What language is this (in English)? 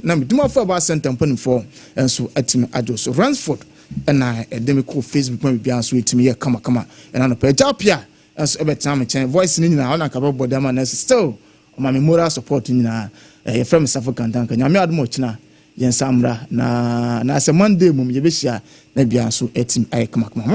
Akan